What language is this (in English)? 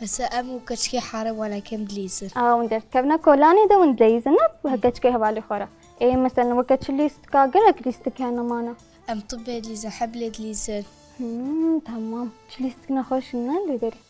Kurdish